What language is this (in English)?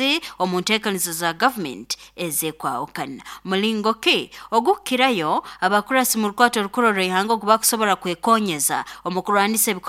Nyoro